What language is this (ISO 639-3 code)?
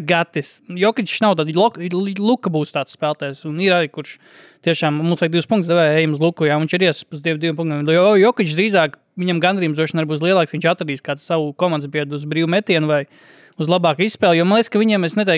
lav